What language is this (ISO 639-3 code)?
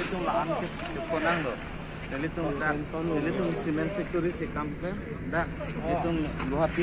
mjw